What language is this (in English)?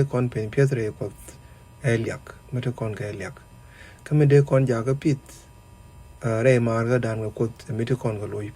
Nuer